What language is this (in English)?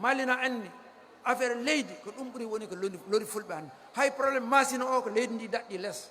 Fula